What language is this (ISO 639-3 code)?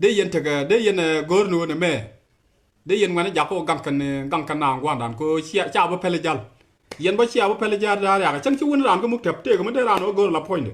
nus